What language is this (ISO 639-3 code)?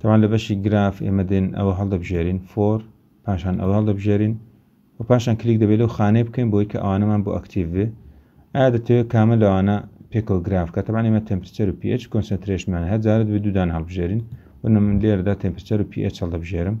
ckb